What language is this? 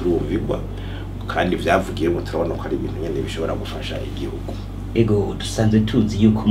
Rundi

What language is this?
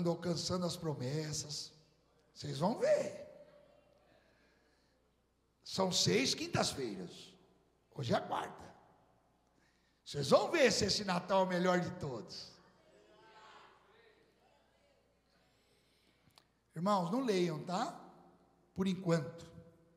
Portuguese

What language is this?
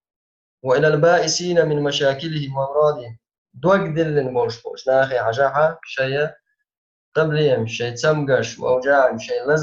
Chechen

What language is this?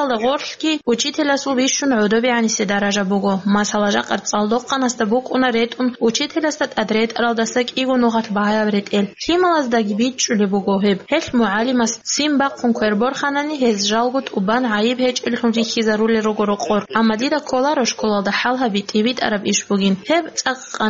Avaric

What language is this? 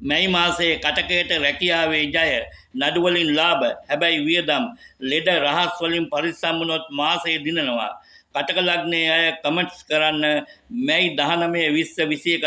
Sinhala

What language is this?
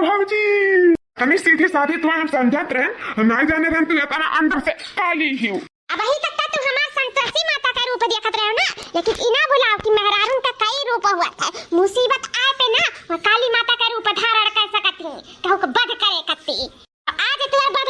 Awadhi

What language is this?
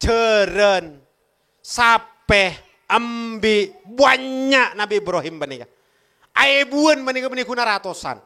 Madurese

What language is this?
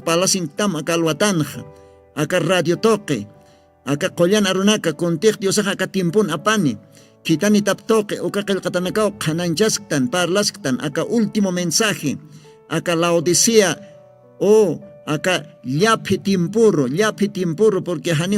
Aymara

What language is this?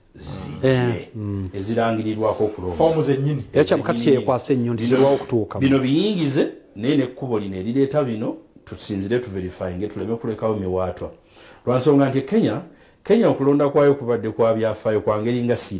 Ganda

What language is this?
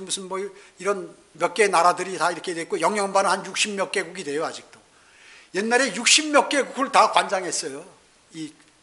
Korean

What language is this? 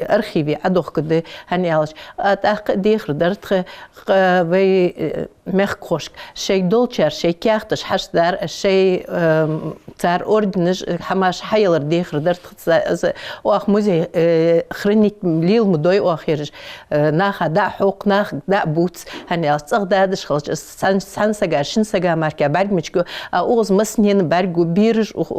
Ingush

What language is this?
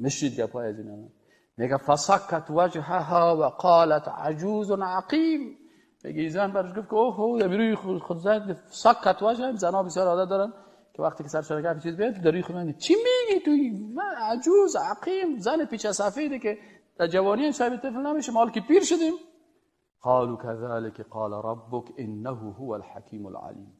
Persian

